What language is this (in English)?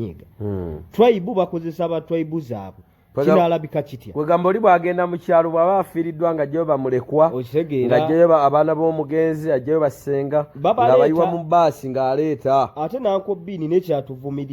Ganda